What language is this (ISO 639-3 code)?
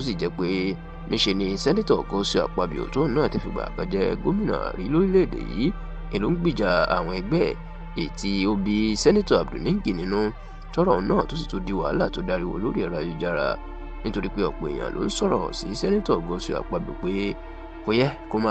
yor